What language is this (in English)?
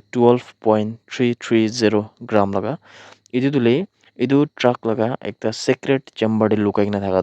Naga Pidgin